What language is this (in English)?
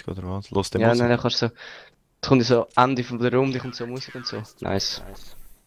Swiss German